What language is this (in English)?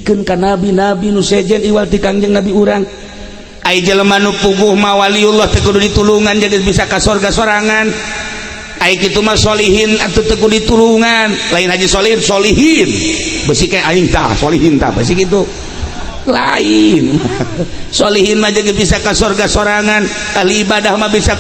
Sundanese